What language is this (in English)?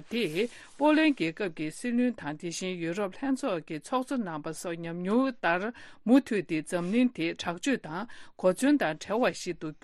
Tibetan